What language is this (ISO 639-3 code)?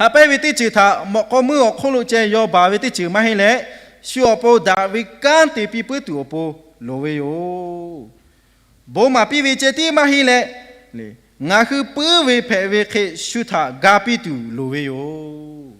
lhu